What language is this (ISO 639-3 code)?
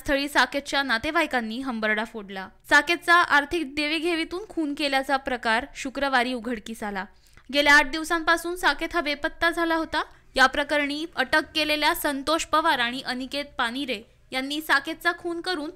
mar